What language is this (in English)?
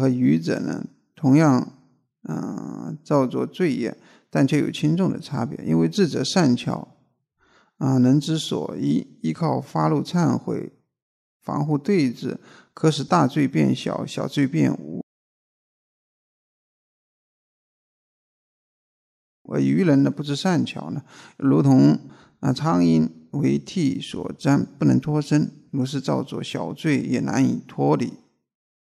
Chinese